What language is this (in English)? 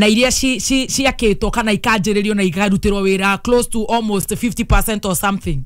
Kikuyu